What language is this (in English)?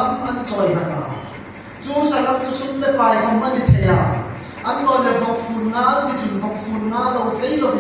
Hmar